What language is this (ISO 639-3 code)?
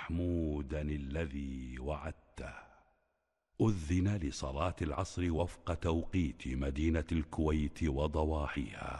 ara